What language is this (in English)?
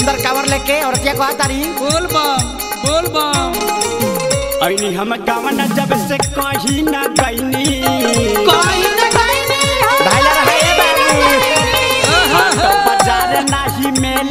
Bhojpuri